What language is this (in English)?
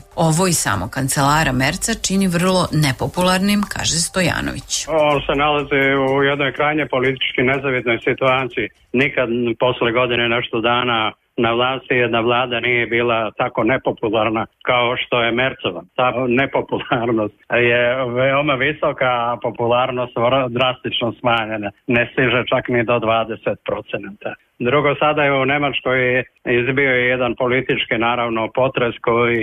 Serbian